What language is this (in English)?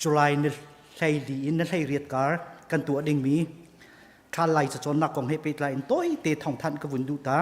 Hakha Chin